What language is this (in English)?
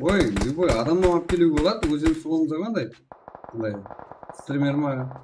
Kara-Kalpak